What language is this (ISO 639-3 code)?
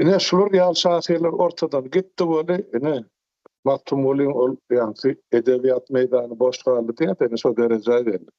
tuk